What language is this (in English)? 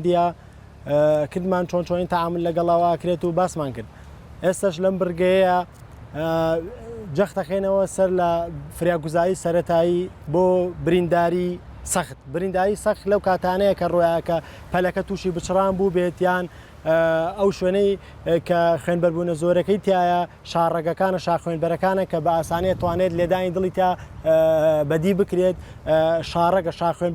Central Kurdish